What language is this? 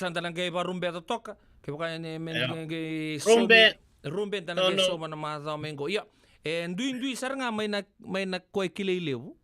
Fijian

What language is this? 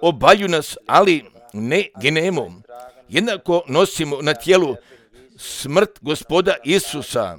Croatian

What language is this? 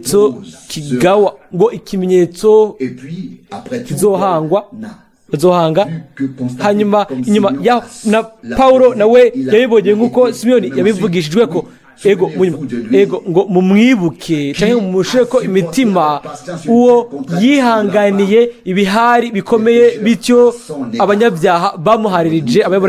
Rundi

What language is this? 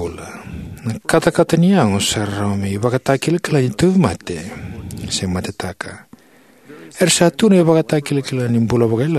Fijian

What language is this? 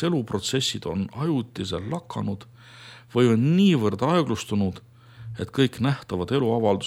Estonian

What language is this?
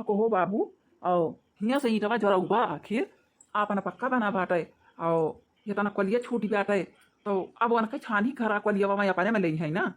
Awadhi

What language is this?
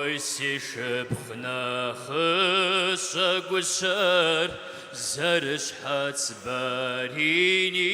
Kabardian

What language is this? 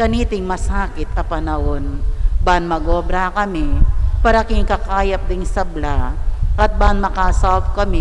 Pampanga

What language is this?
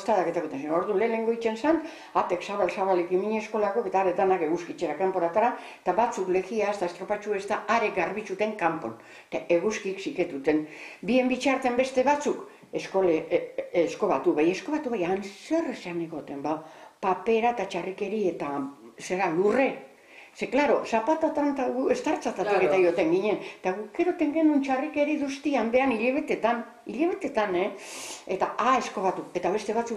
Basque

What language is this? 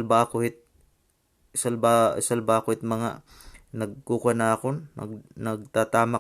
Waray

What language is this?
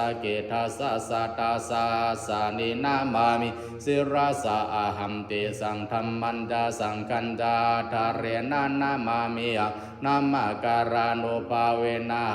Pali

